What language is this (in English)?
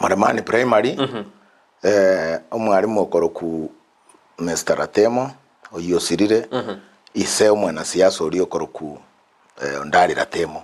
Gusii